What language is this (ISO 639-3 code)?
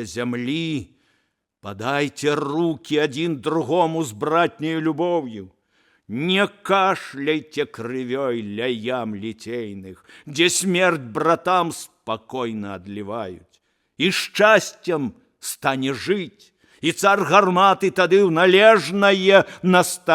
bel